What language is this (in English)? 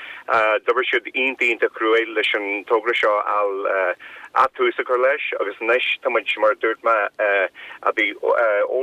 Irish